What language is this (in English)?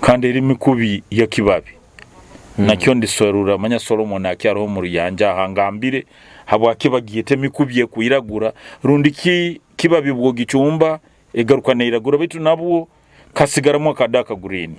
Nyoro